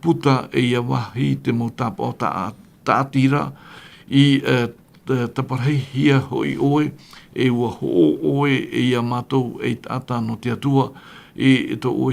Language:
Tahitian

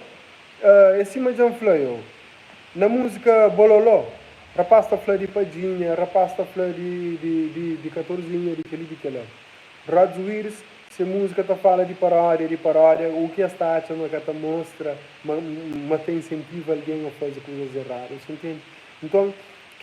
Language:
Kabuverdianu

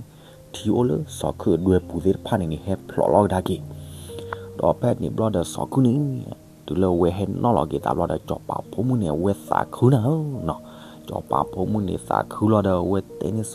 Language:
S'gaw Karen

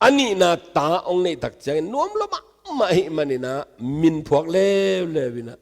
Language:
Tedim Chin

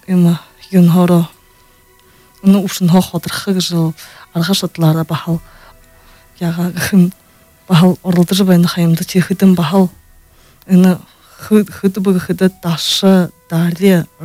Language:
Buriat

